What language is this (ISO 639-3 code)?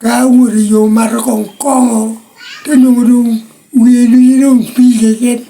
laj